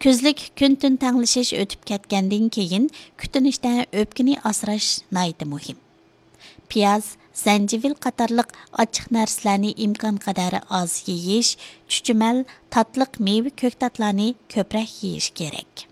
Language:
Uyghur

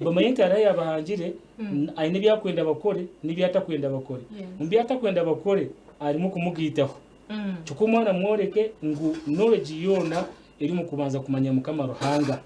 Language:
Nyankole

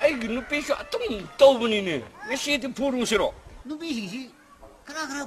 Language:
Manipuri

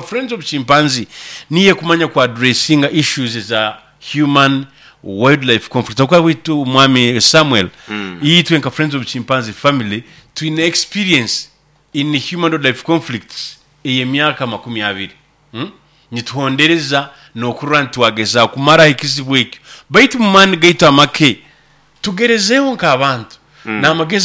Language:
Nyoro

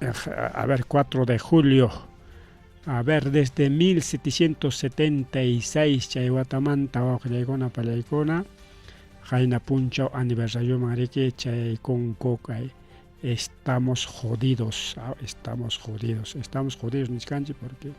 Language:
Ayacucho Quechua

